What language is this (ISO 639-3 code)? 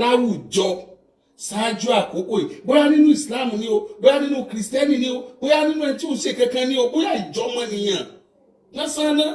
yor